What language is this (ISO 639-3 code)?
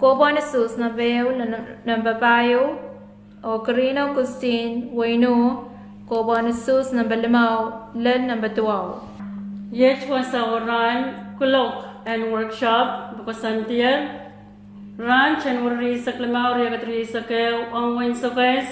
pon